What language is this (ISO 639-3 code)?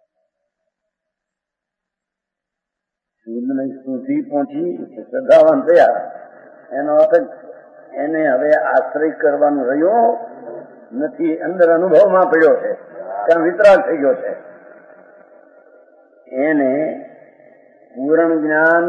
guj